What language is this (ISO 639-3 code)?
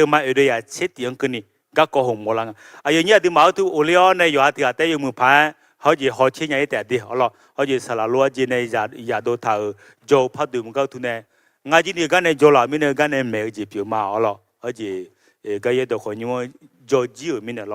ahk